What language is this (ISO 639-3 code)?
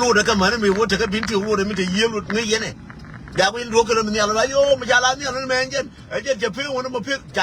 nus